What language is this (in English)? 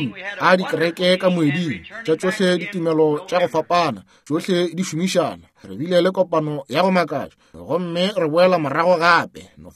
Northern Sotho